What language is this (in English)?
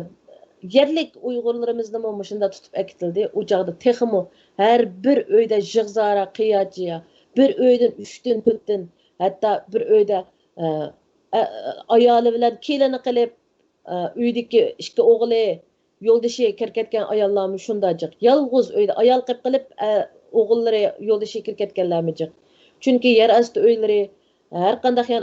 Uyghur